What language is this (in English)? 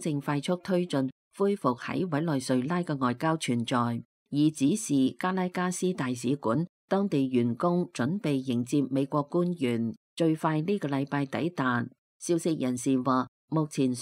Cantonese